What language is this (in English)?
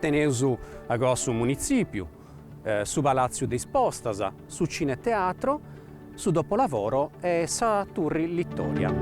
Sardinian